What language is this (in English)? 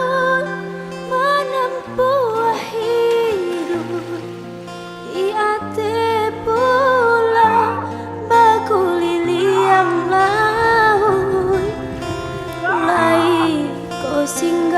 Minangkabau